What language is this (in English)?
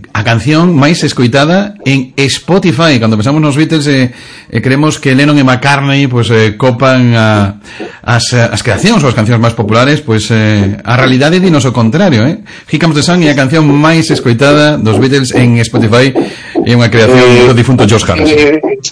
Galician